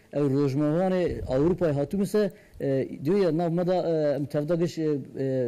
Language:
Kurdish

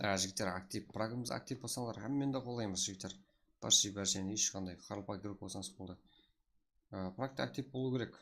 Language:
Kara-Kalpak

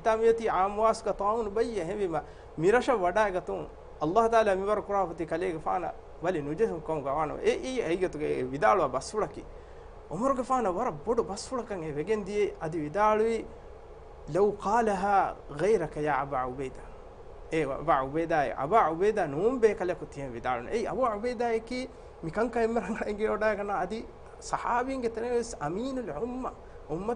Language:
Divehi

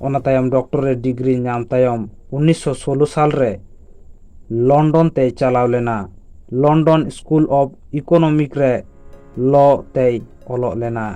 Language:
Santali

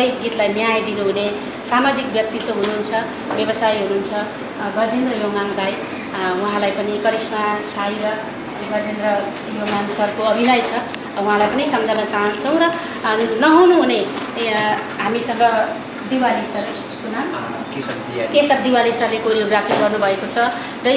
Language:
Nepali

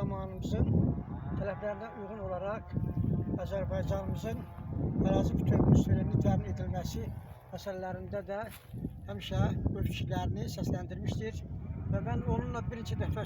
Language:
Azerbaijani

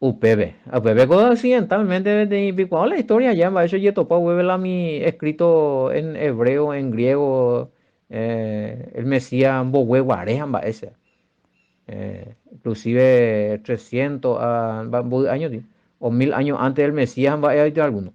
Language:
Guarani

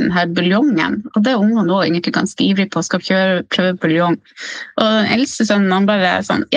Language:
Norwegian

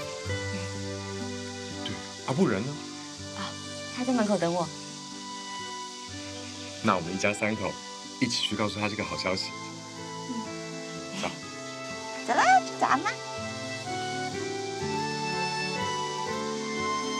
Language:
Chinese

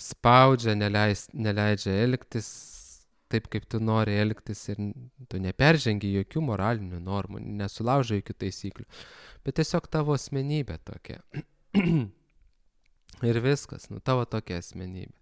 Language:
Lithuanian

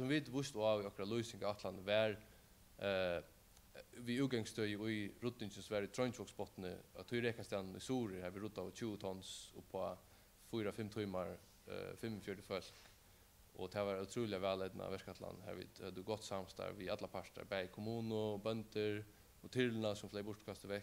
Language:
Faroese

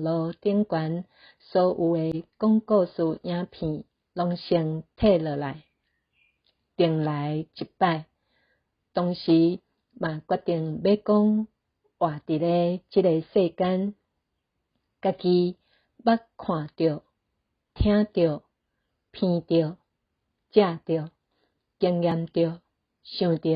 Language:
Min Nan Chinese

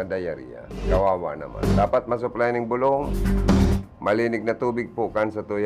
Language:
Bikol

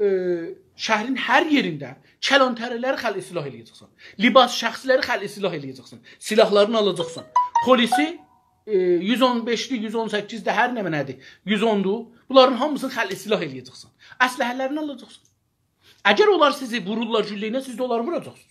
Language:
South Azerbaijani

